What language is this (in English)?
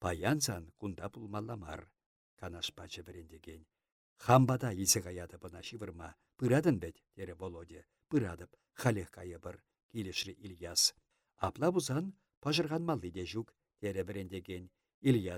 Chuvash